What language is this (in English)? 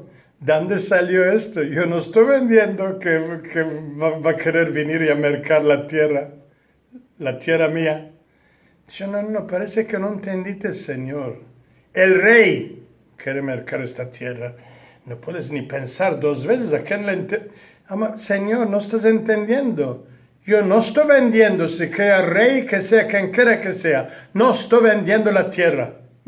Ladino